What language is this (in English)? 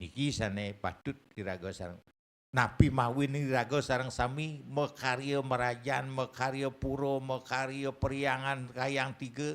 Balinese